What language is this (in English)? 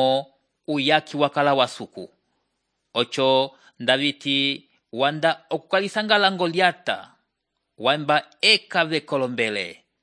Umbundu